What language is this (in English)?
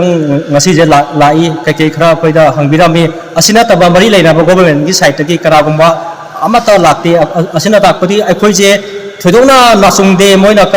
Manipuri